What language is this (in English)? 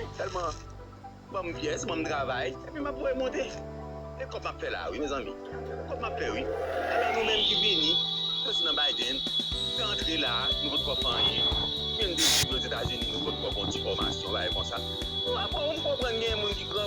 Haitian Creole